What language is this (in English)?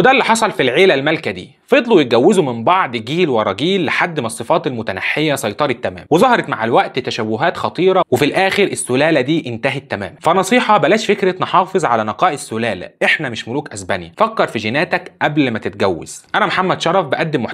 Egyptian Arabic